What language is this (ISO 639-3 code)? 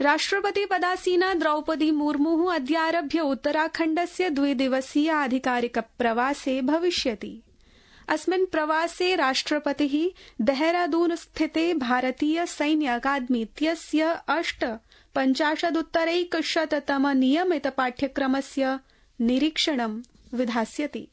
san